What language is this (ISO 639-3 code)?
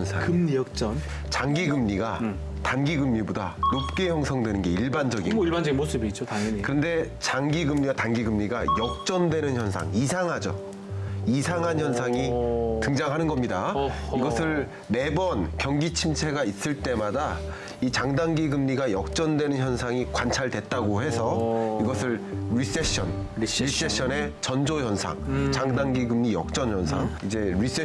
kor